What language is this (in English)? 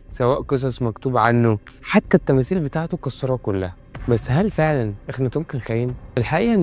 Egyptian Arabic